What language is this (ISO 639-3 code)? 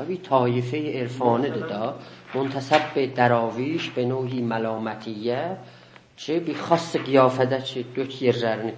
azb